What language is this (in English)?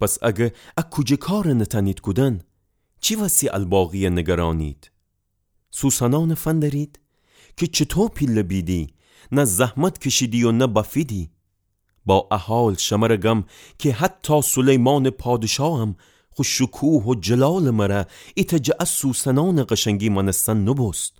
Gilaki